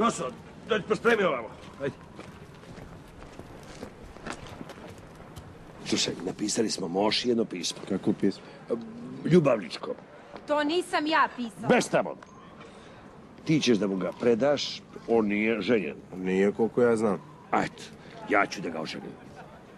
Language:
Serbian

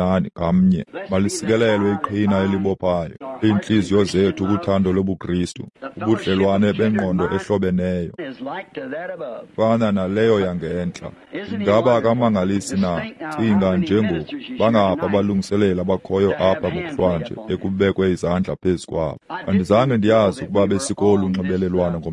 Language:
Xhosa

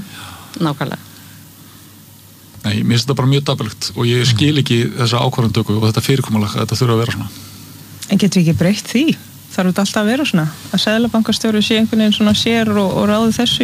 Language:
Icelandic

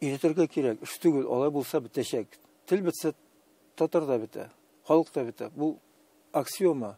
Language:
Tatar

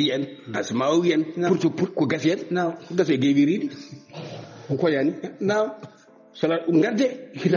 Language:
Fula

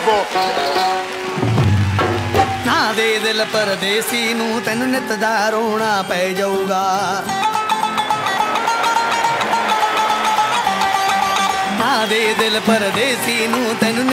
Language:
Punjabi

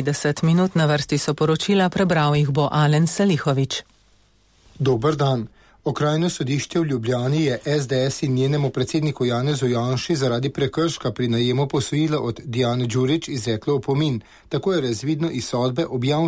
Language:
Slovenian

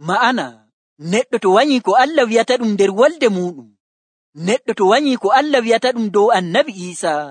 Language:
Nigerian Fulfulde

